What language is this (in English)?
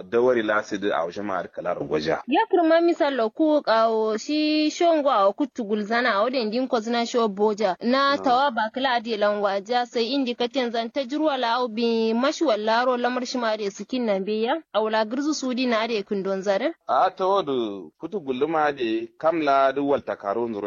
Kanuri